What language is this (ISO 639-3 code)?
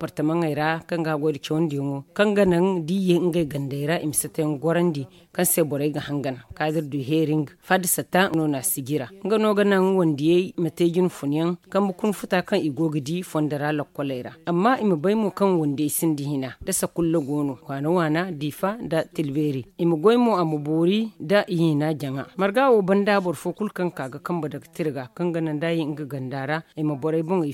dje